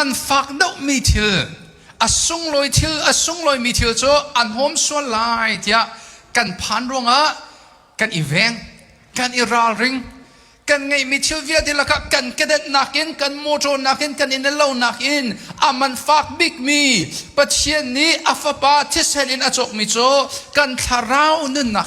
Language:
Hakha Chin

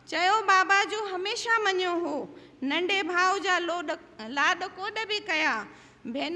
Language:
Sindhi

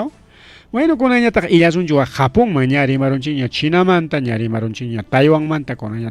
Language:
Ayacucho Quechua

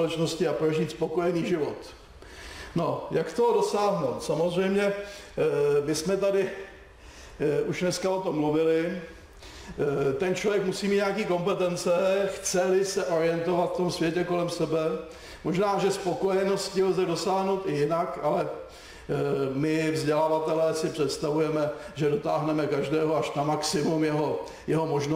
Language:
Czech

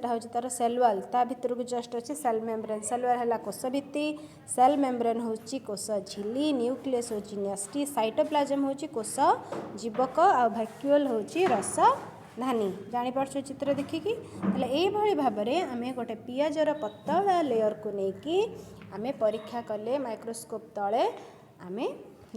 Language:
Odia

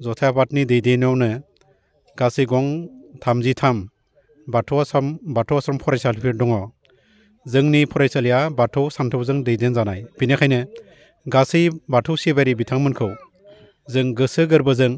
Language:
Bodo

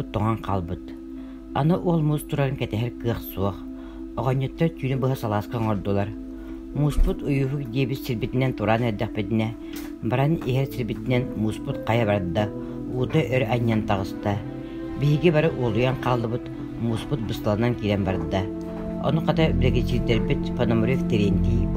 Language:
Yakut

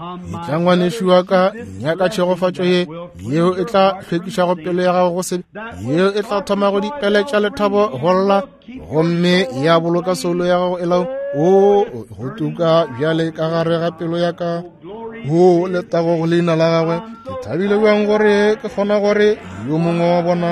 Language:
Northern Sotho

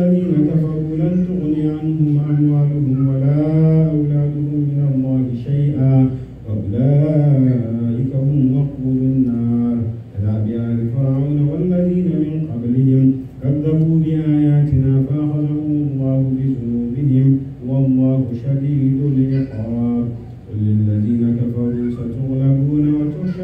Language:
Arabic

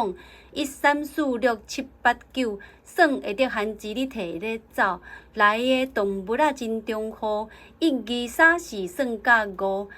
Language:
Min Nan Chinese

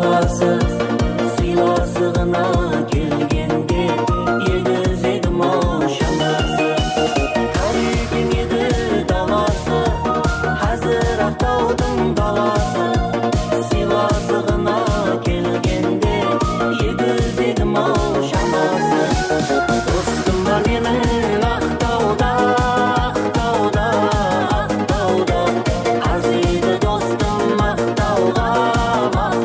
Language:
Kara-Kalpak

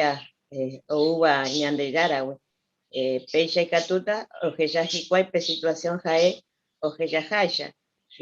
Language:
Guarani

